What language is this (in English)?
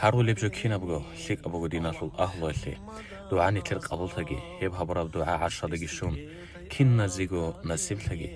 Avaric